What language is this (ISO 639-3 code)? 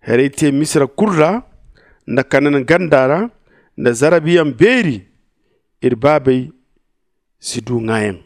dje